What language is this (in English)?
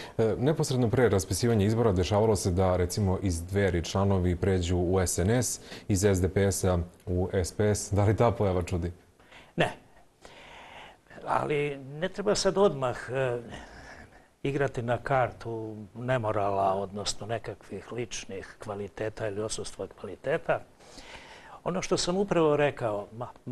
Serbian